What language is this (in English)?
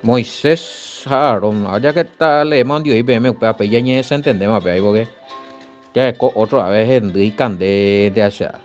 Guarani